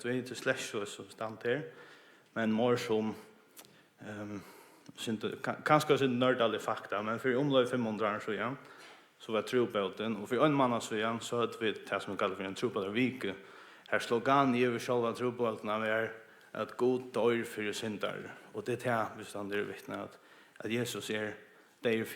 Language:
Faroese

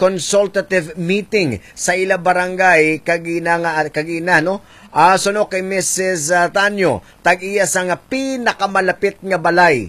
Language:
Hiligaynon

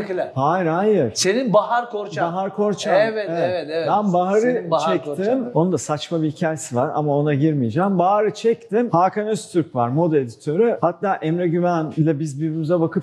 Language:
Turkish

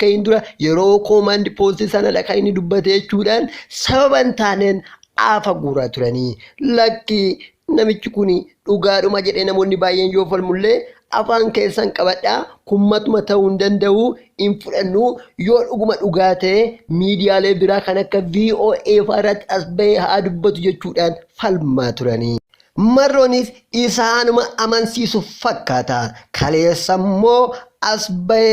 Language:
Oromo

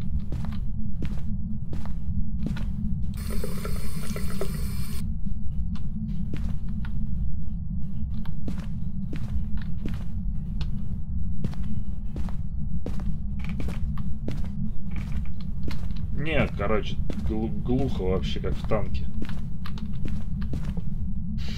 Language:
Russian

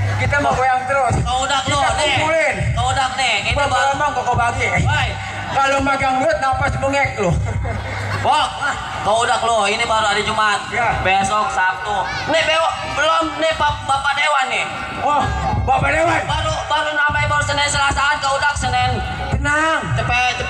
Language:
Betawi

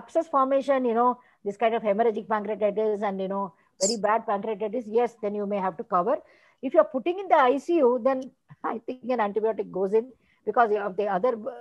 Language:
English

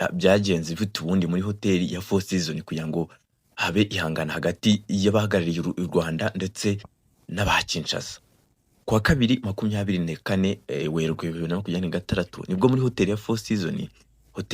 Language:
Kinyarwanda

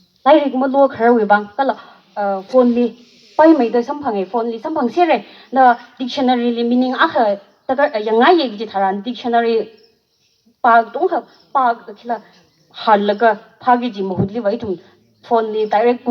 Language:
Tangkhul Naga (India)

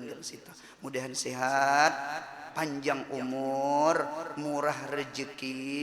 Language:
Banjar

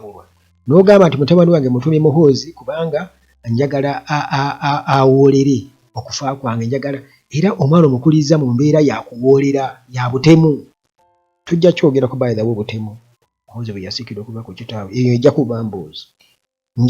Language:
Ganda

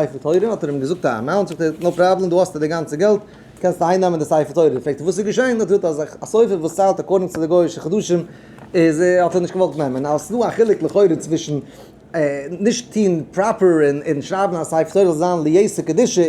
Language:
Yiddish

